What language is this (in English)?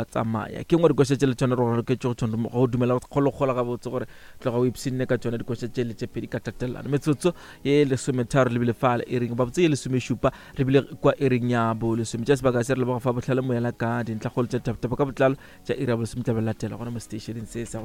Northern Sotho